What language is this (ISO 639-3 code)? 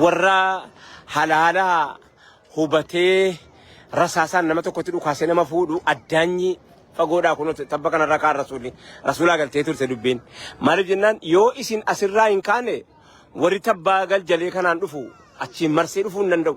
orm